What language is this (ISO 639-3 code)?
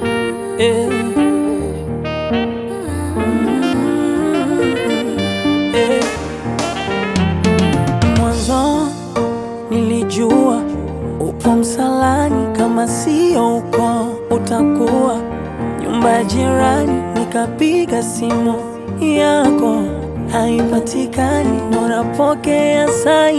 swa